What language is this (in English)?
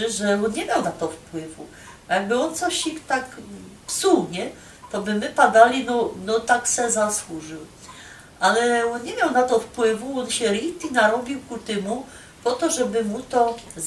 Silesian